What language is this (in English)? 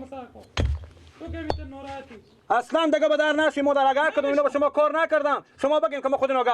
Persian